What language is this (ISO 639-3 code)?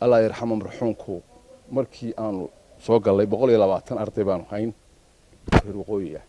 som